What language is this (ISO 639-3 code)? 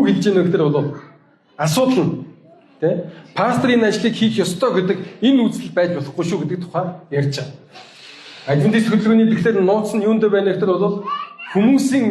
mon